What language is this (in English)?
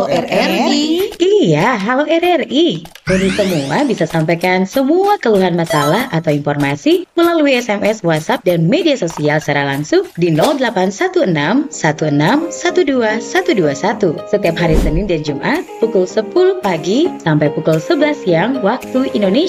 Manado Malay